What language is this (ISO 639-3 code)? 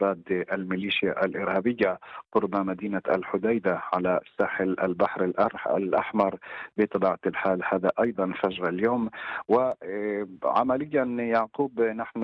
ara